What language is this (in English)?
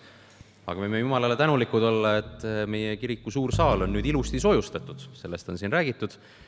Estonian